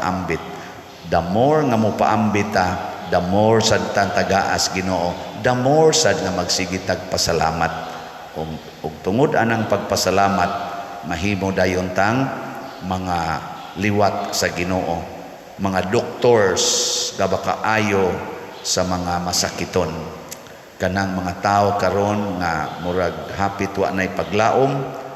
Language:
Cebuano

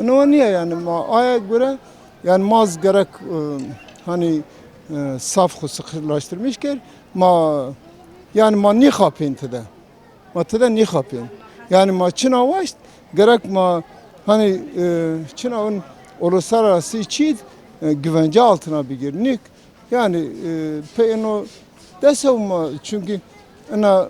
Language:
Kurdish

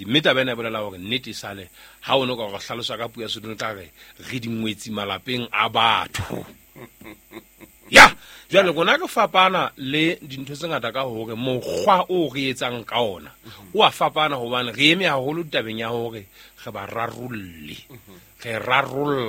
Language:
Southern Sotho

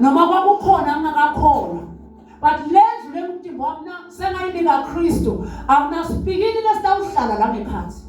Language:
Swati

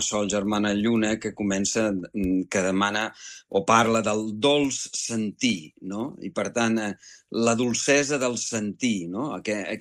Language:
Catalan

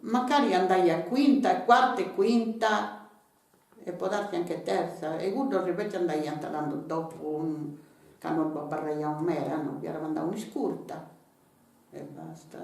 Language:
Sardinian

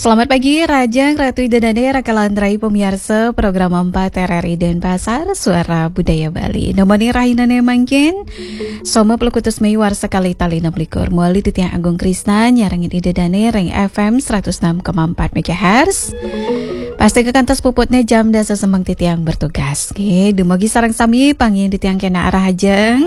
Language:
Balinese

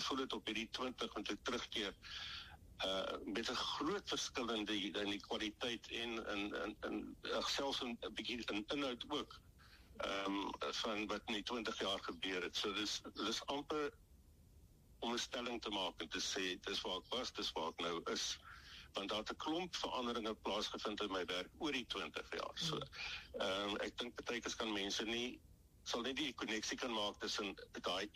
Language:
Afrikaans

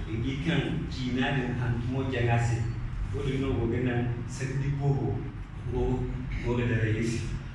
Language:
Zarma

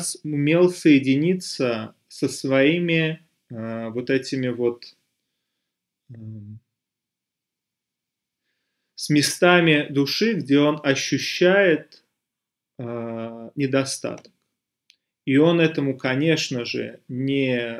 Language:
Russian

